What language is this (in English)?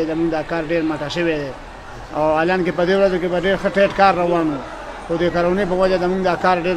Pashto